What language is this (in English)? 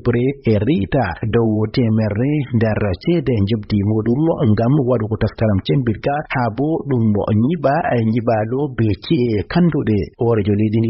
Fula